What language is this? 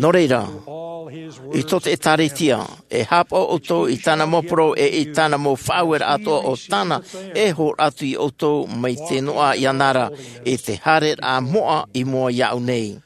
Tahitian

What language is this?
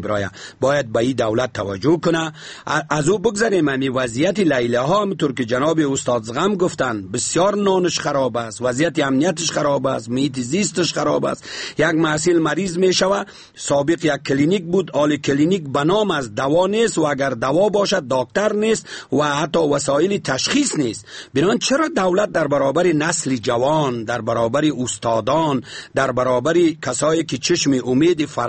Persian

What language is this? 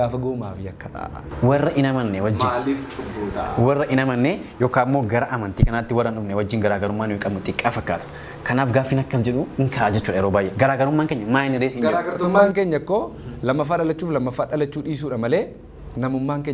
Oromo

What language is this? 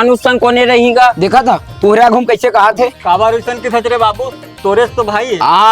Chhattisgarhi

